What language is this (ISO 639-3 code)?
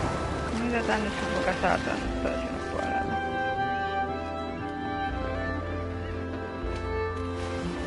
fin